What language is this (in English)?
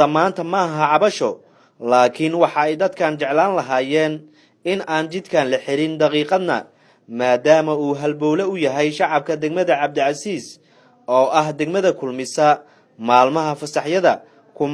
Somali